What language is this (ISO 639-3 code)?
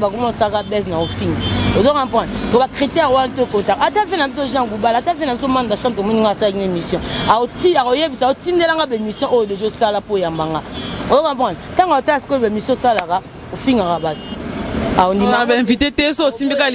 lin